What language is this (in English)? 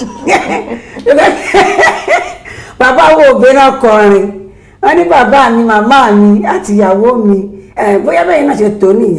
Yoruba